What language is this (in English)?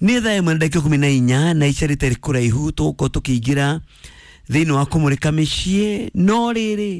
Kikuyu